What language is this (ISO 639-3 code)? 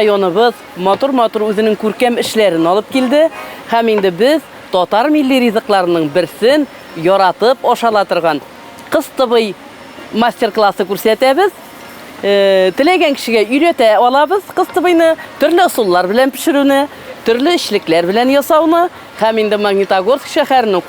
tat